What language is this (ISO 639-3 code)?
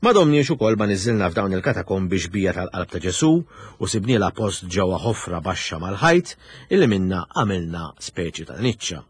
mlt